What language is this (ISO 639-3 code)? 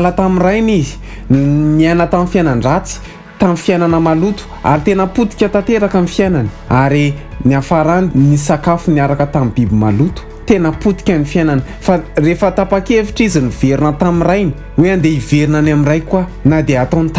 mlg